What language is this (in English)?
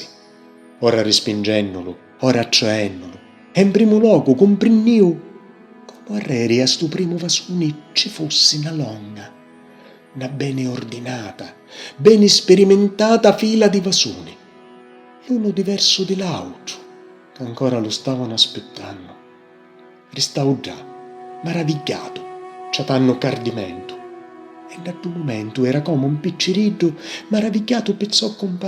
Sicilian